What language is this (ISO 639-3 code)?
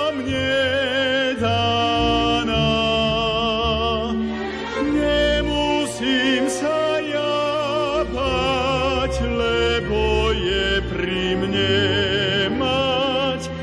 slk